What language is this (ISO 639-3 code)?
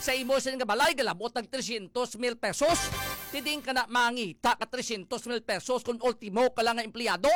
hil